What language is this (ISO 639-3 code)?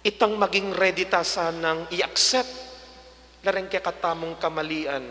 pam